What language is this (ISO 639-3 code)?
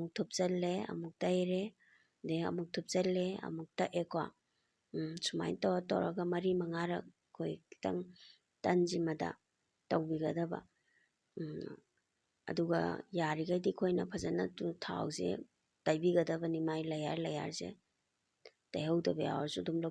mni